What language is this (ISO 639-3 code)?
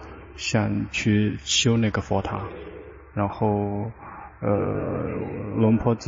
zho